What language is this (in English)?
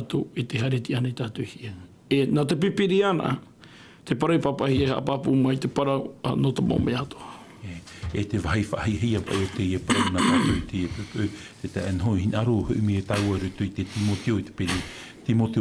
Tahitian